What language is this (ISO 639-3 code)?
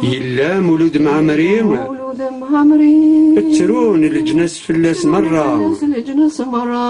kab